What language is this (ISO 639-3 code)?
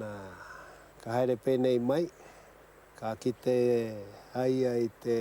mri